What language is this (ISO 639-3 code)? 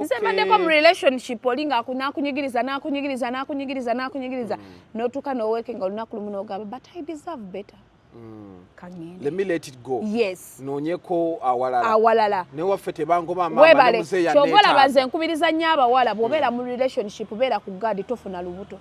lug